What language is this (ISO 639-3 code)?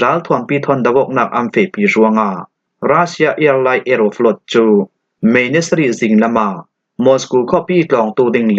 cfm